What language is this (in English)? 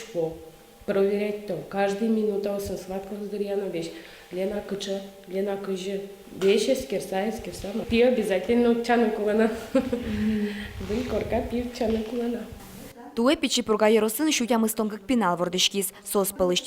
Udmurt